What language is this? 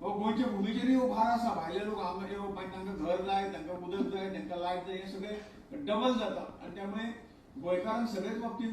Konkani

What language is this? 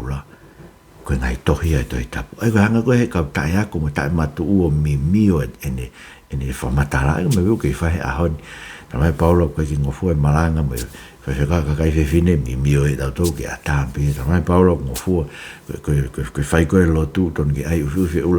Tongan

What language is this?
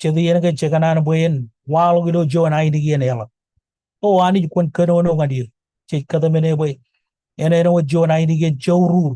Marshallese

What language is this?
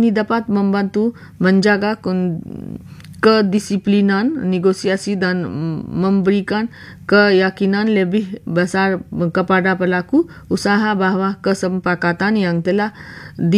Malay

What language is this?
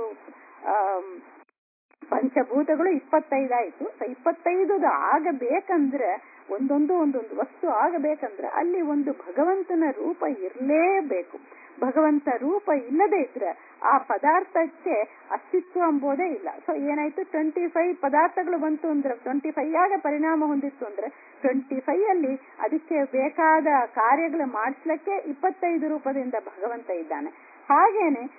Kannada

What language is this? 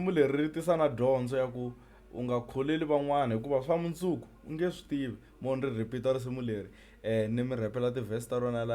Tsonga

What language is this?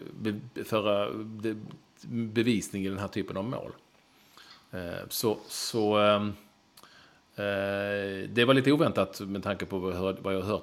Swedish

